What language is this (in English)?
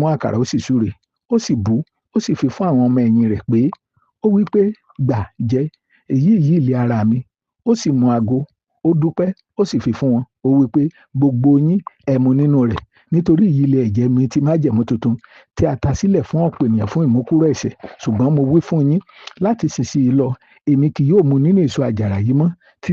Yoruba